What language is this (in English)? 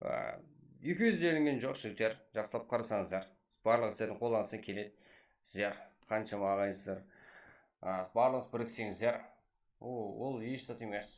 Kara-Kalpak